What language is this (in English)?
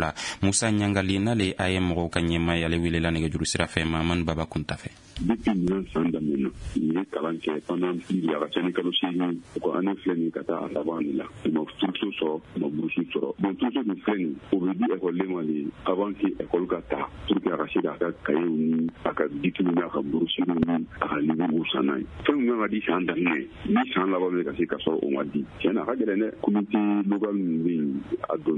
Bambara